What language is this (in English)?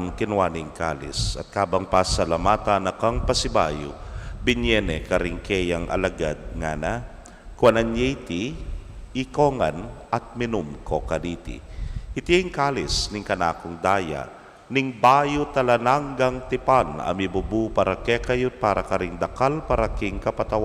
Pampanga